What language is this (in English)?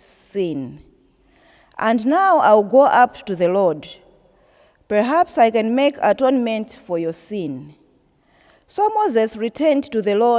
English